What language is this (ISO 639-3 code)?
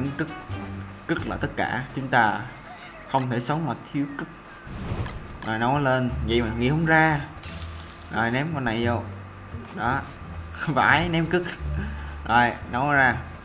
vie